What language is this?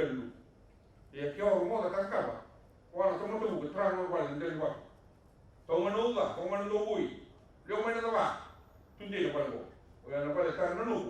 Fijian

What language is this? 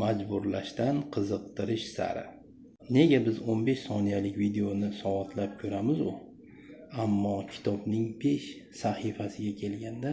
Uzbek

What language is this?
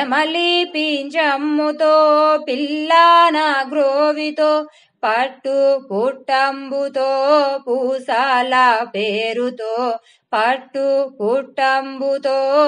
Telugu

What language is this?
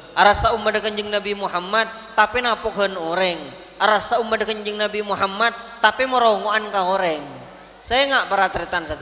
Madurese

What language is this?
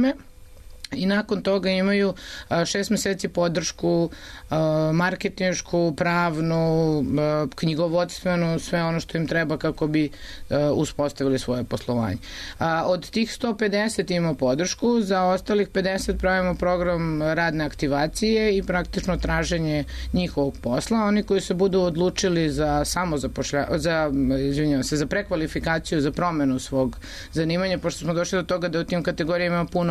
Serbian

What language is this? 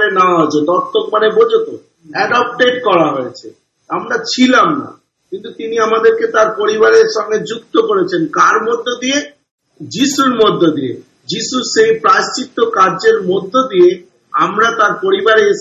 Bangla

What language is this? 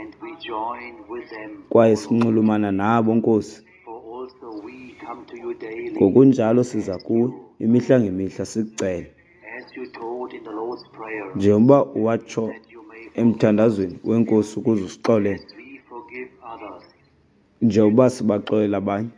Xhosa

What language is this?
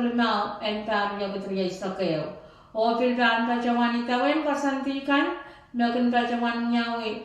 Pohnpeian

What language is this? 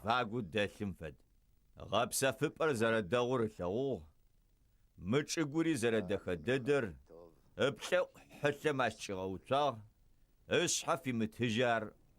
Adyghe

